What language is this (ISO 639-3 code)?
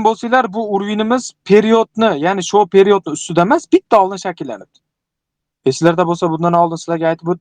uzb